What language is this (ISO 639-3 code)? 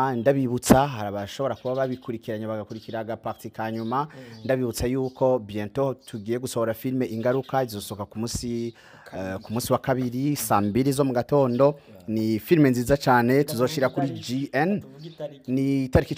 run